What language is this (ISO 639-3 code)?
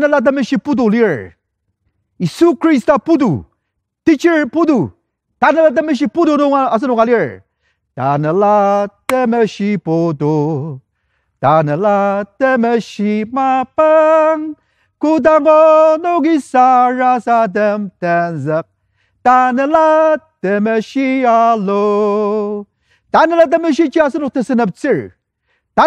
njo